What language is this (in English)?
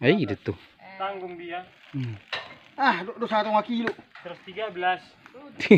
Batak Toba